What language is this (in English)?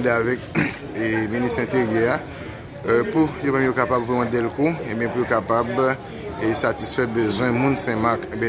Haitian Creole